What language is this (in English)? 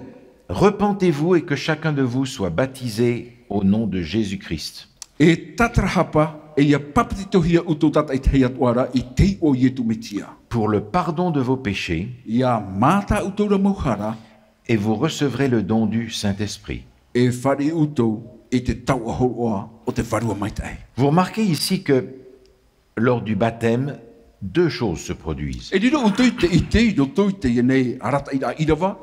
Tahitian